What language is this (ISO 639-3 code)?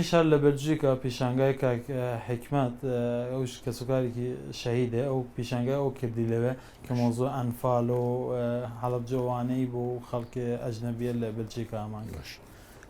ckb